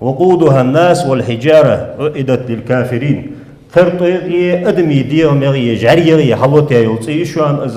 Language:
Ingush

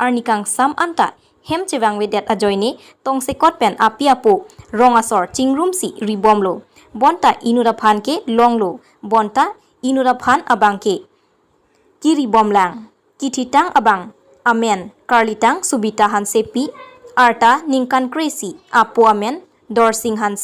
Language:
Karbi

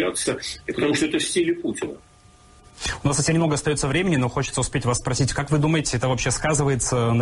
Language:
Russian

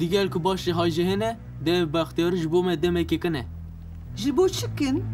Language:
Kurdish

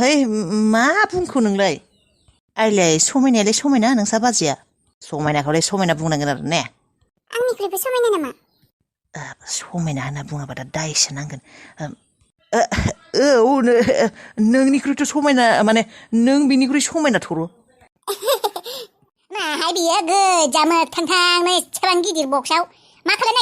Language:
Bodo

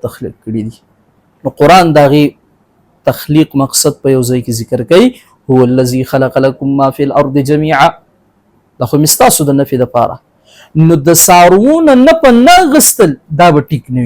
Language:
Pashto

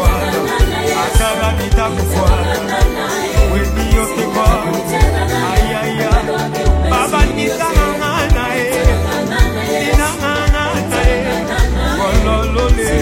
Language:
Swahili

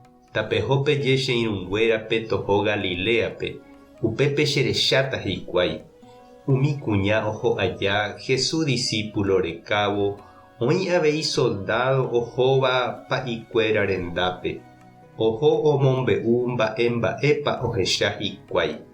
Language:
Guarani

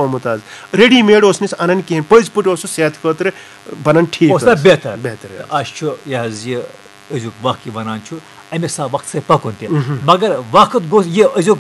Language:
Kashmiri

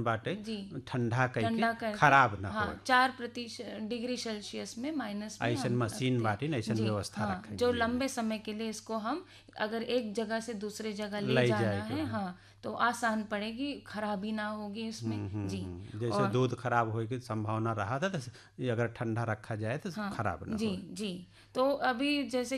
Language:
Hindi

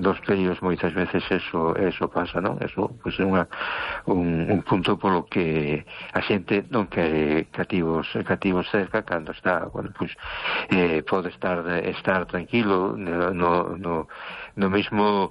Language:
Galician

